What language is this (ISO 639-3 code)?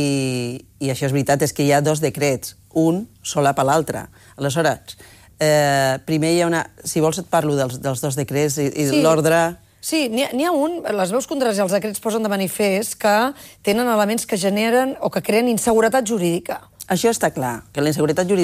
cat